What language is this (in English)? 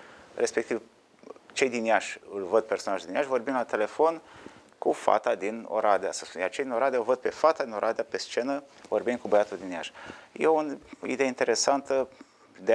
Romanian